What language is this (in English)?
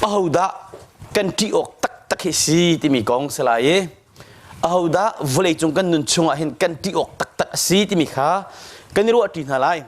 Hakha Chin